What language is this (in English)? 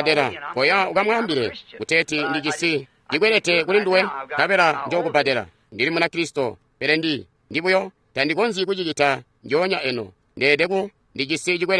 Tonga (Zambia)